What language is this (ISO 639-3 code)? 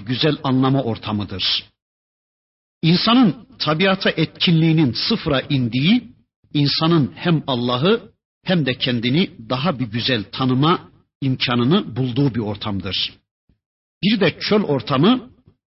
tur